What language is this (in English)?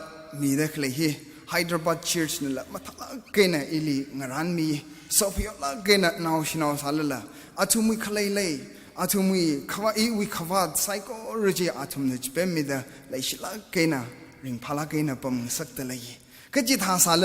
Tangkhul Naga (India)